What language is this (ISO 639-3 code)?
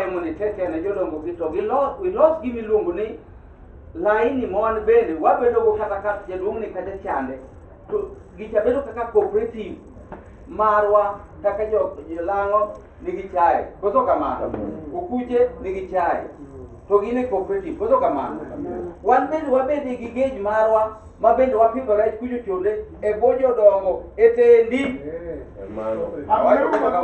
luo